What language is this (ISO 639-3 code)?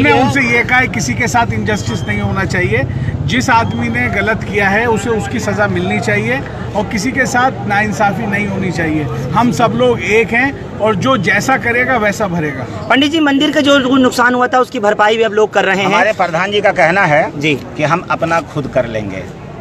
hin